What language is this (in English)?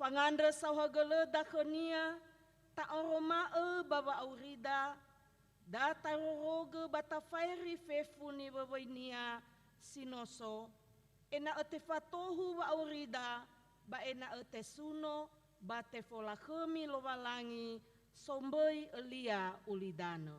Nias